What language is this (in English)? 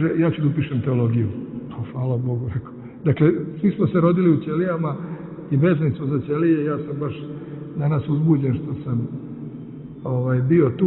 Serbian